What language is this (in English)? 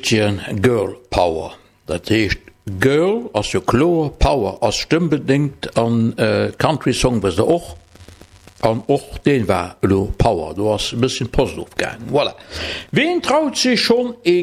Luxembourgish